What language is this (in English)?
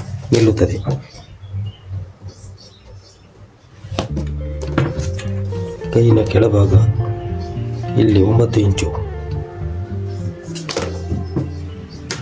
Kannada